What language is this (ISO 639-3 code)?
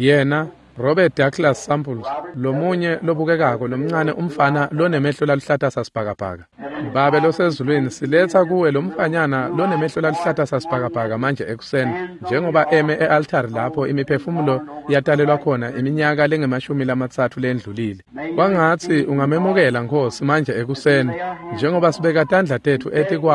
ssw